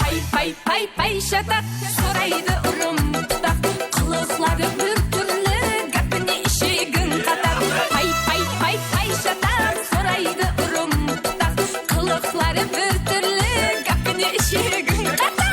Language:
Kara-Kalpak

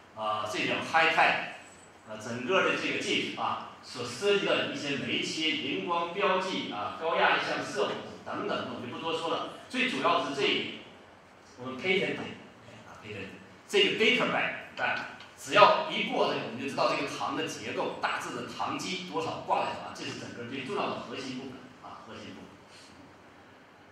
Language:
Chinese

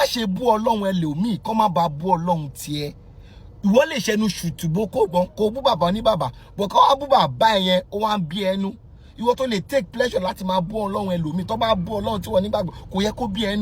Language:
Yoruba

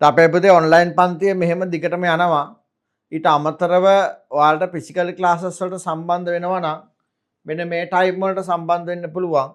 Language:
Sinhala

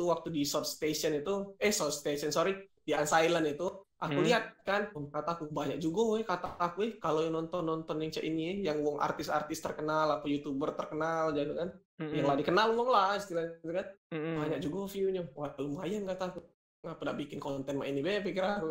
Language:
Musi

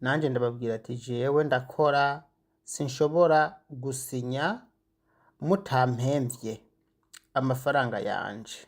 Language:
Rundi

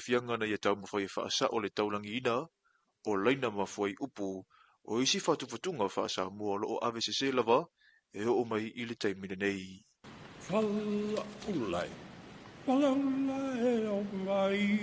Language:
Samoan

